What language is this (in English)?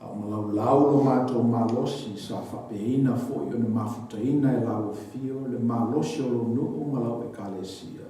Samoan